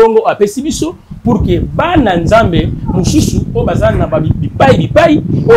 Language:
Lingala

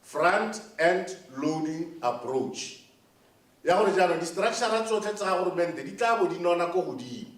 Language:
Tswana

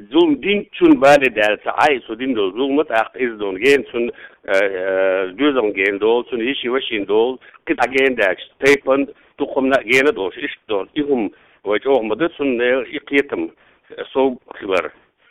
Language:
Chechen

